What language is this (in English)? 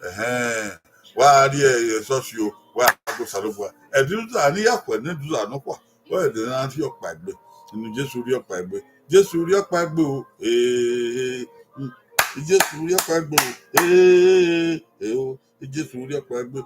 Bini